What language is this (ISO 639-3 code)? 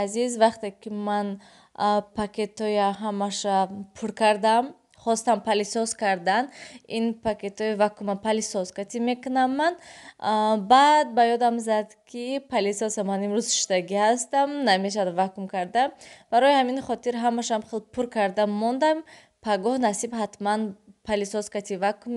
tgk